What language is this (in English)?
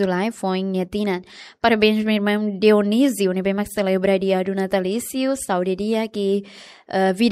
Tetum